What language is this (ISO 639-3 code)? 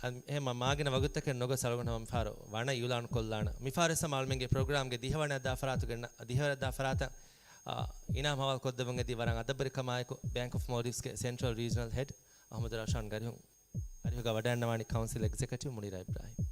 div